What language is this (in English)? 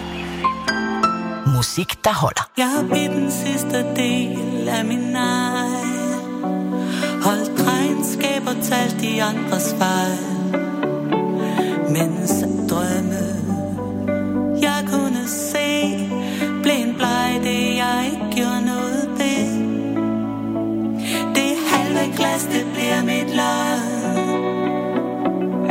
Danish